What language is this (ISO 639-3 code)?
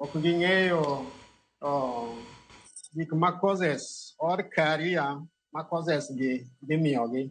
luo